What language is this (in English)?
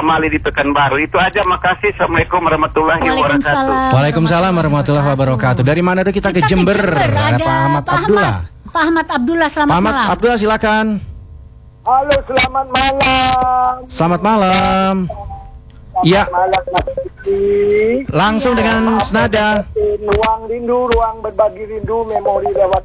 Indonesian